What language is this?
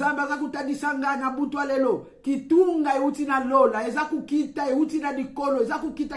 Lingala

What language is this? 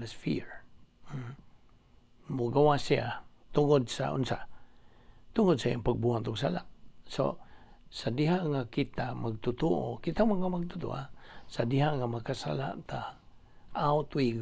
Cebuano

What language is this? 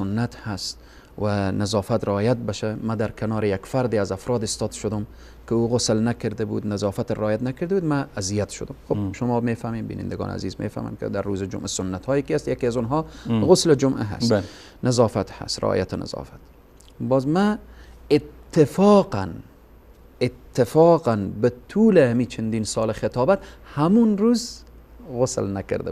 Persian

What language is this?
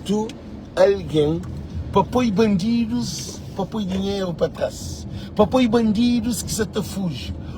Kabuverdianu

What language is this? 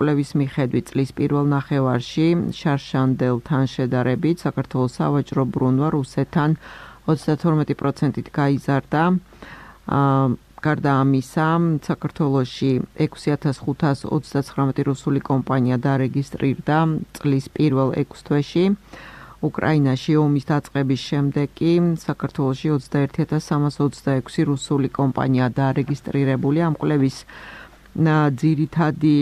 Georgian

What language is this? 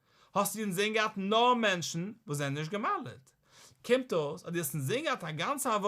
Yiddish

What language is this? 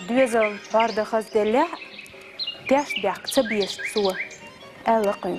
Chechen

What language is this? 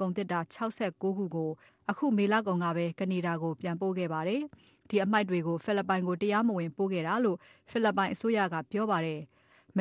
Burmese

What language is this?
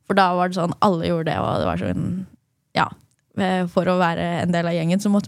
Norwegian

